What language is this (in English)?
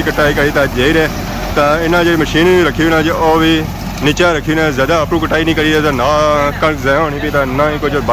Pahari-Potwari